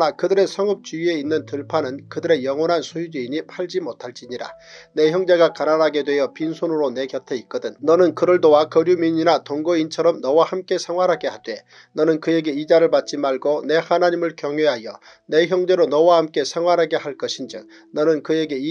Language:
Korean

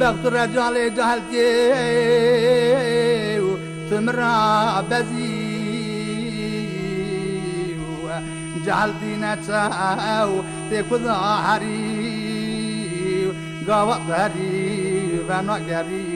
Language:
Kurdish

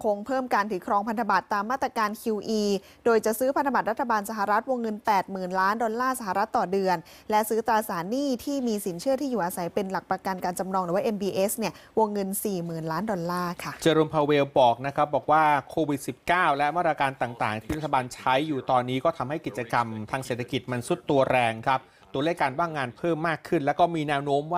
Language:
Thai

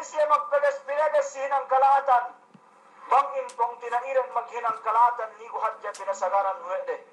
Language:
Yakan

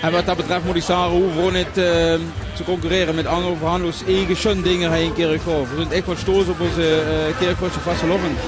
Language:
Limburgish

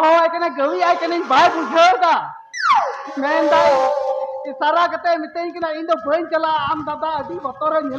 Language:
Santali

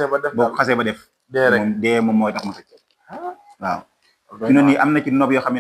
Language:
Wolof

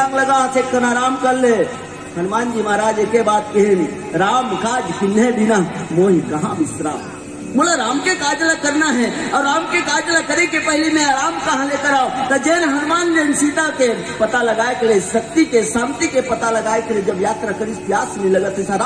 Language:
Chhattisgarhi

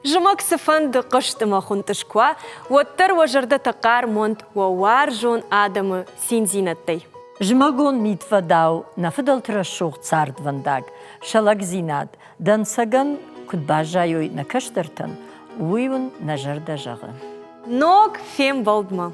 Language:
Ossetic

